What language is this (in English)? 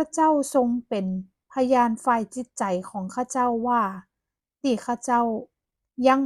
Northern Thai